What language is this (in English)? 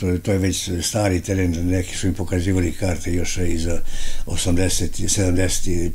Serbian